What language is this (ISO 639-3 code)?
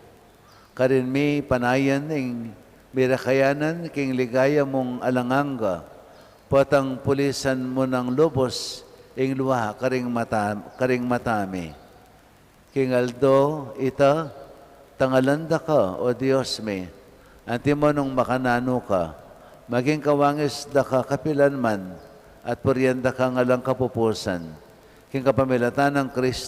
pam